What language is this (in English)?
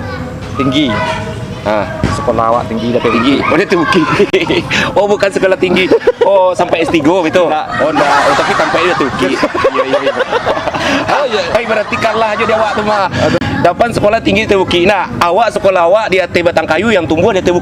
Minangkabau